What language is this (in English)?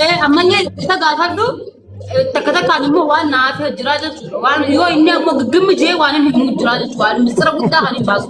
Oromo